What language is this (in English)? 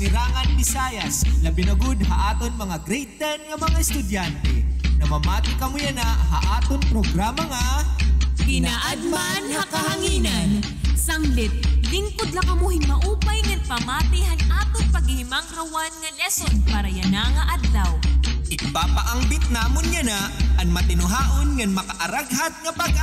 Waray